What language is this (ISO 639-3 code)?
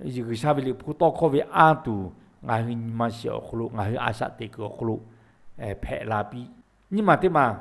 lhu